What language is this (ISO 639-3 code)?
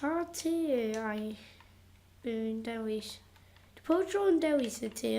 cym